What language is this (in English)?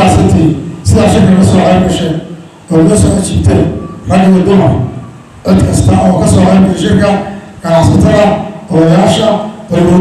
Somali